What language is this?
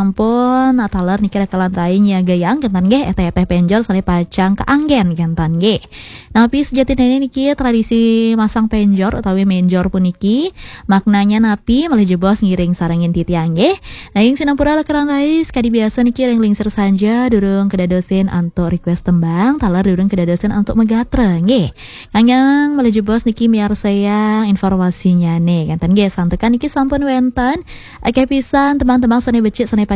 Balinese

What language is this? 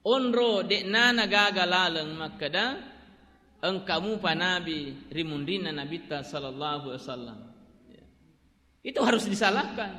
Buginese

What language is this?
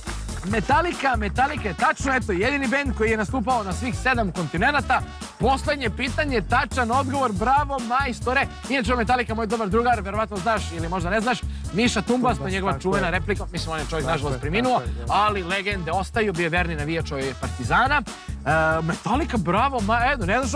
Serbian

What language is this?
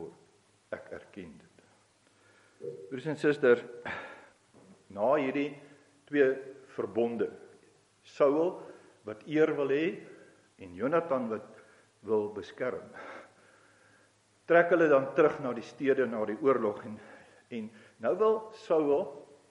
Afrikaans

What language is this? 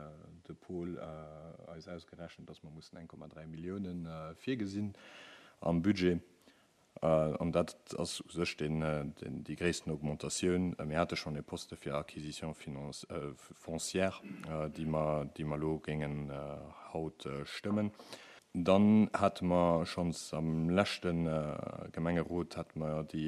Luxembourgish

